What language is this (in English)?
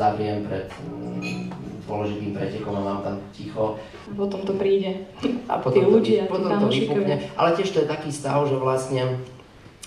Slovak